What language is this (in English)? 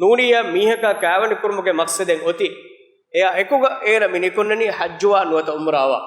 Divehi